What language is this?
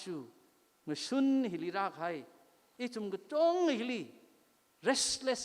Tangkhul Naga (India)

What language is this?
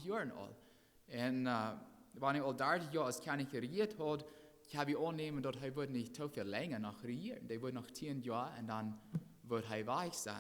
Plautdietsch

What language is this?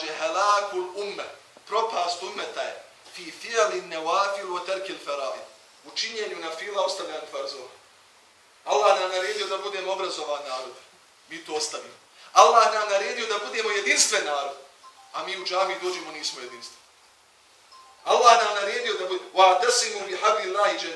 Bosnian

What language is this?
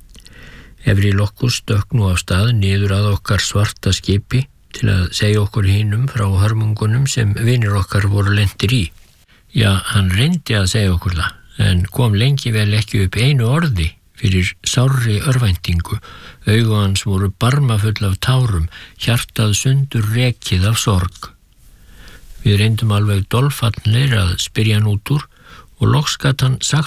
Icelandic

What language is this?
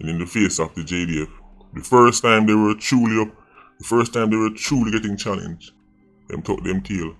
Jamaican Creole English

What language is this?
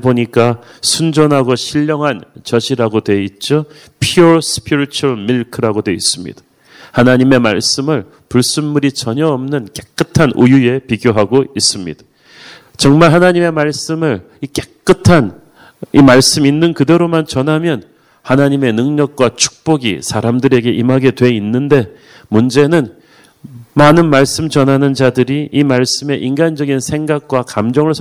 Korean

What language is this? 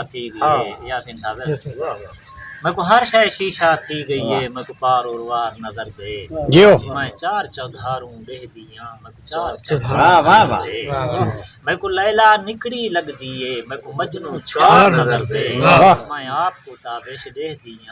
Saraiki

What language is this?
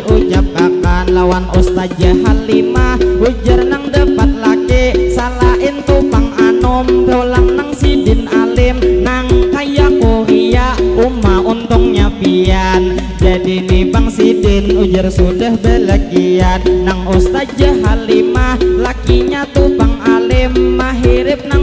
Banjar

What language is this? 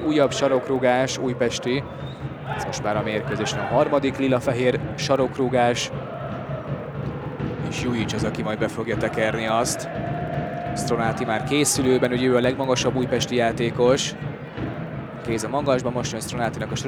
Hungarian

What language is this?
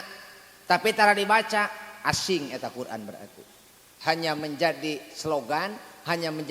Sundanese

